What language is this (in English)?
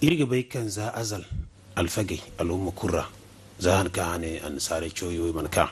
Zarma